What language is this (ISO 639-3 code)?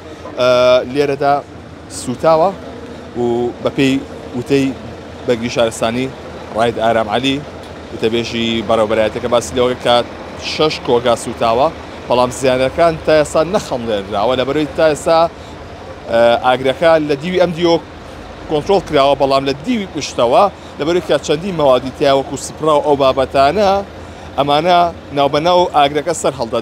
ckb